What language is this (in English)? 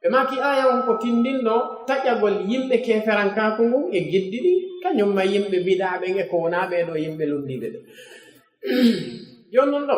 Fula